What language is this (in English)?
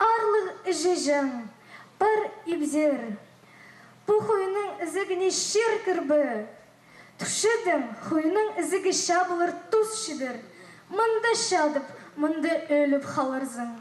Khakas